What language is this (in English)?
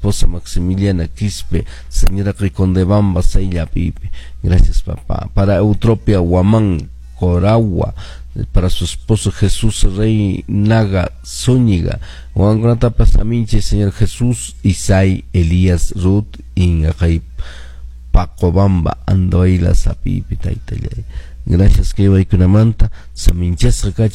Quechua